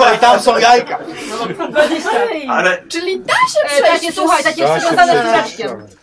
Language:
Polish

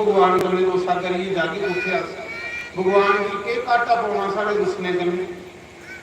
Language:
Dogri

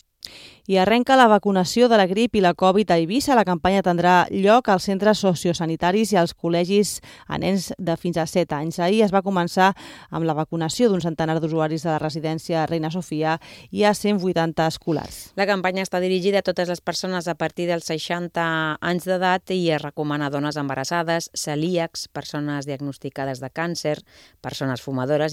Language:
Catalan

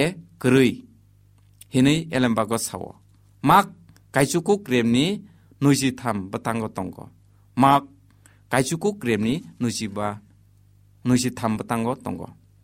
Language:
Kok Borok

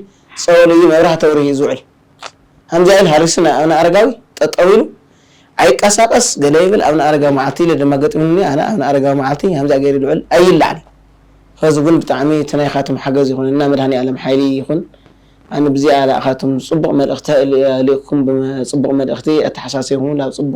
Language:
Tigrinya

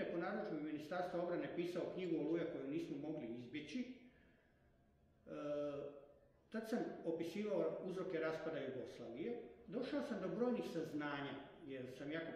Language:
Croatian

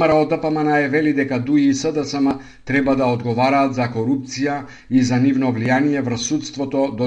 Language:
Macedonian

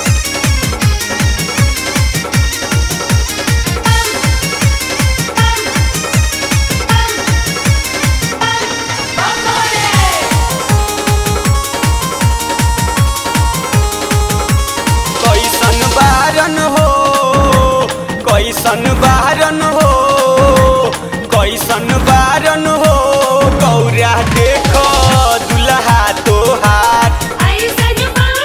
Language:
Bhojpuri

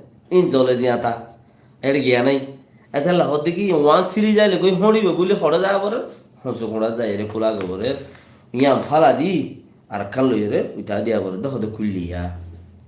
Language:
Rohingya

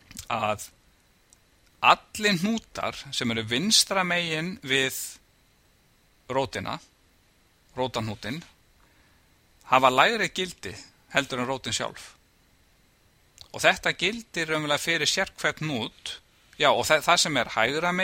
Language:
Icelandic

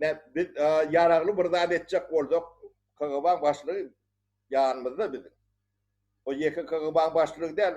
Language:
Turkmen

